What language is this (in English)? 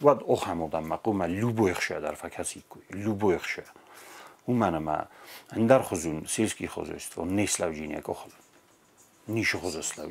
Ossetic